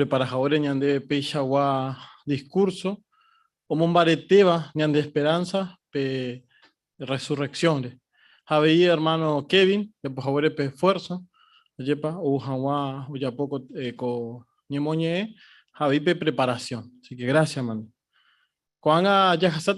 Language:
Guarani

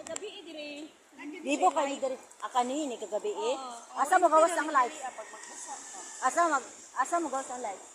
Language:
Cebuano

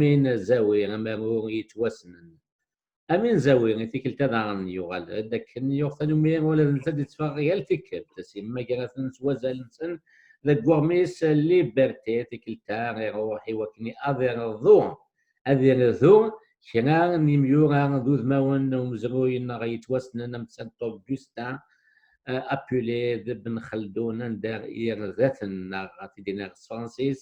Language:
Kabyle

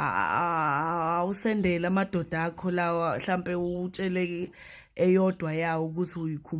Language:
Zulu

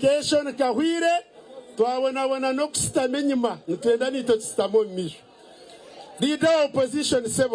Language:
Nyankole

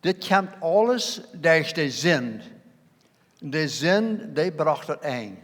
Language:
Plautdietsch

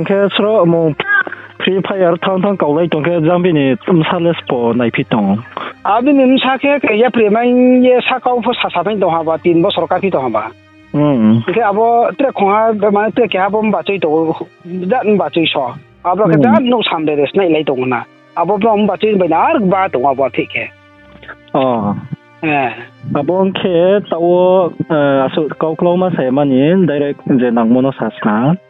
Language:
Riang (India)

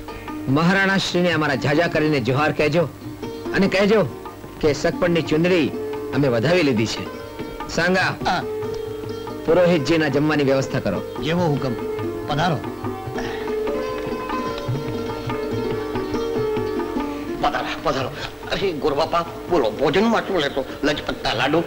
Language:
Gujarati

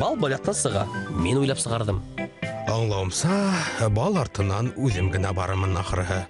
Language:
Bashkir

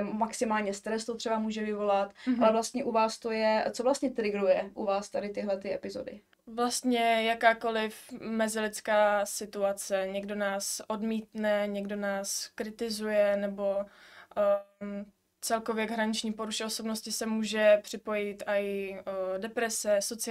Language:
Czech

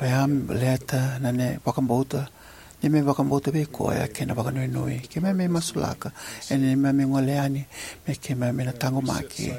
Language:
Fijian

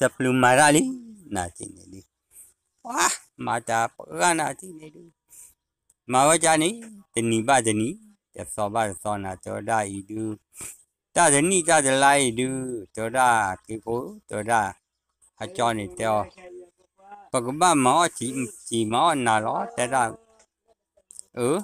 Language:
S'gaw Karen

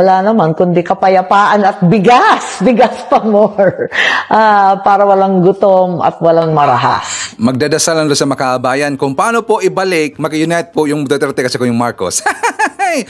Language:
Filipino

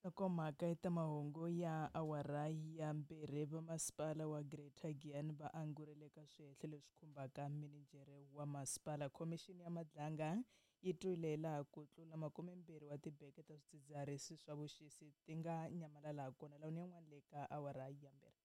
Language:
Tsonga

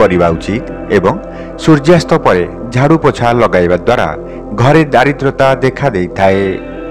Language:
Odia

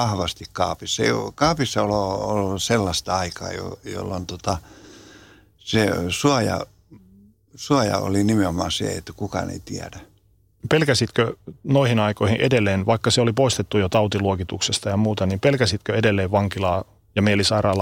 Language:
Finnish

